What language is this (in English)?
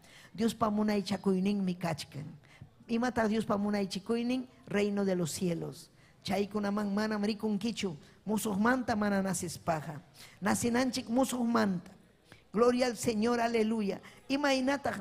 Ayacucho Quechua